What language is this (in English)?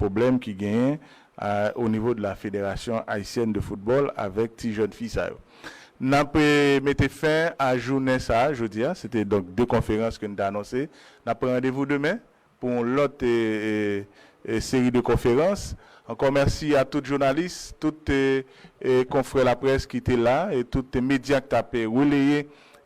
Haitian Creole